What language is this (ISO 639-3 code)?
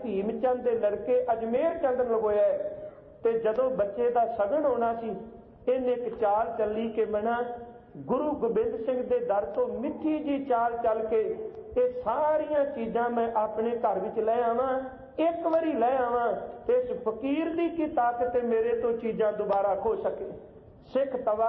pan